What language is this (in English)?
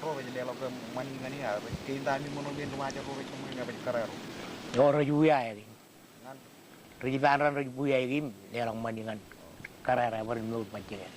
Marshallese